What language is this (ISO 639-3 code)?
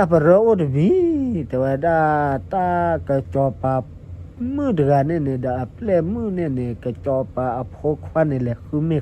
ksw